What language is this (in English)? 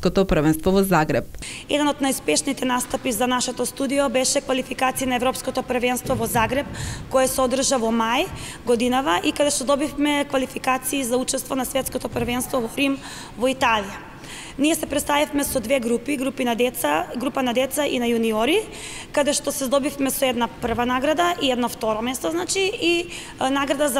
Macedonian